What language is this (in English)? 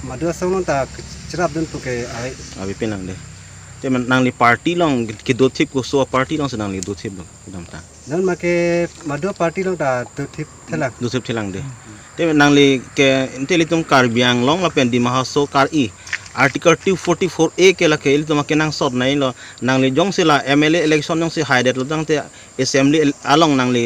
Karbi